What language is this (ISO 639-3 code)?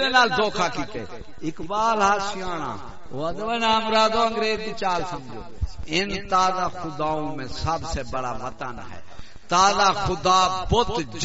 skr